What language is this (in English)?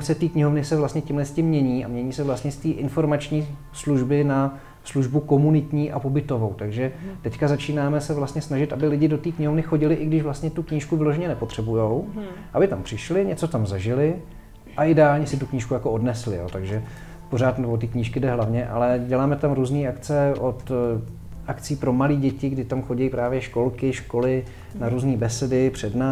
Czech